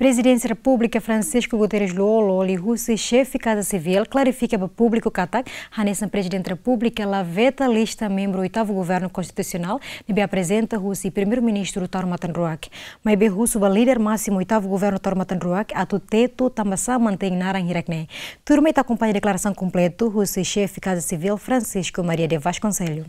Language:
Tetum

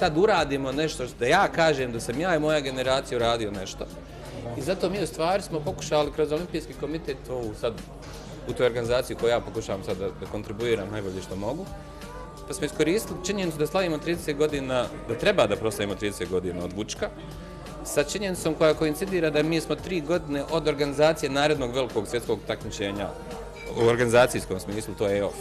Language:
Bosnian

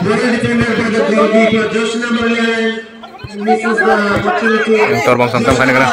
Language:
Kok Borok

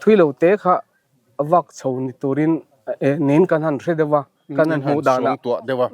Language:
Mizo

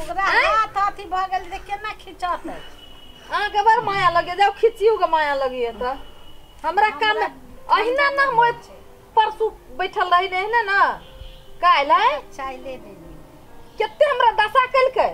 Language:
Maithili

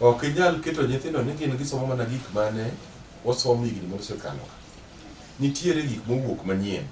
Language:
Luo (Kenya and Tanzania)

